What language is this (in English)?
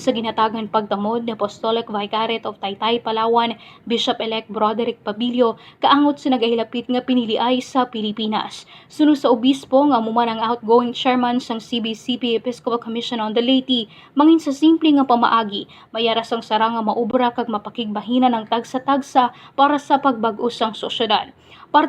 Hiligaynon